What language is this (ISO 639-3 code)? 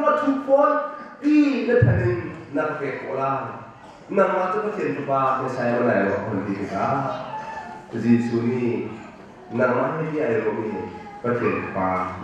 cnh